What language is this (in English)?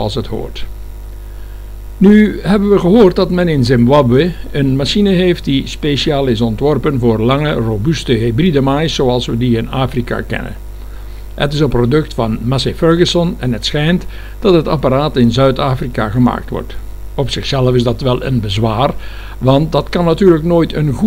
Dutch